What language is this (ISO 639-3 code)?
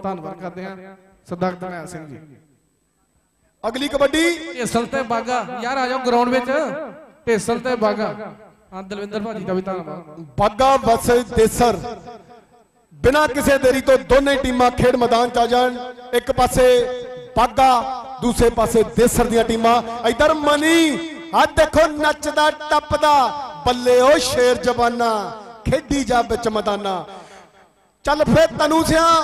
pan